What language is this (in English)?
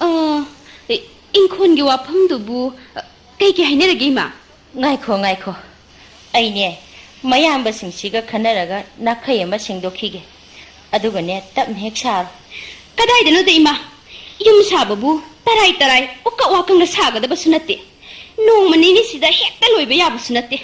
Manipuri